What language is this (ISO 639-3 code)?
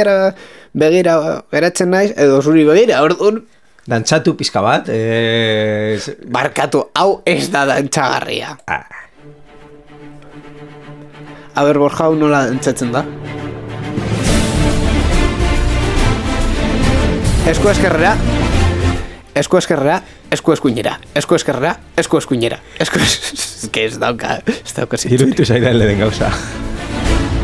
eus